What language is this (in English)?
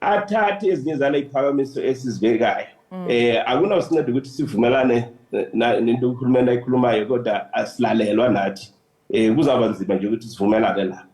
Zulu